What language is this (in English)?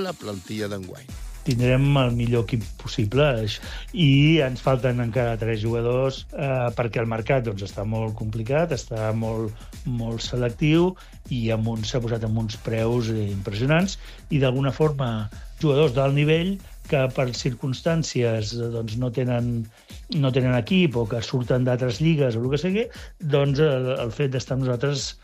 Catalan